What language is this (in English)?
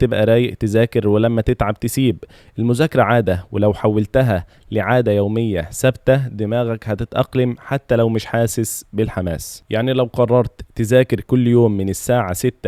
Egyptian Arabic